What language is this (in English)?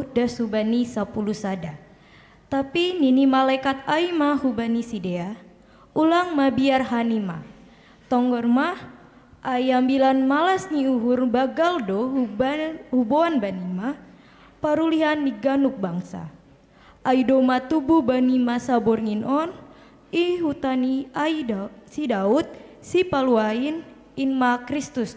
Batak Simalungun